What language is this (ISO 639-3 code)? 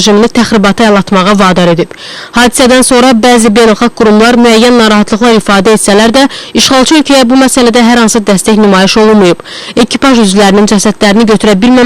aze